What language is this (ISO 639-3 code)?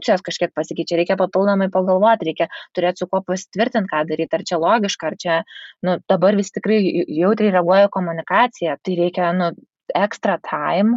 lit